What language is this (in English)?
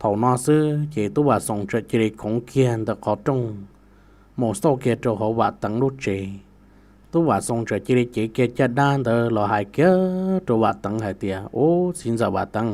Hmong